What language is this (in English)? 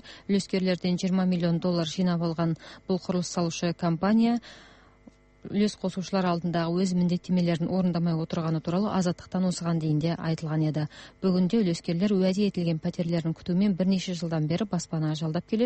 Kazakh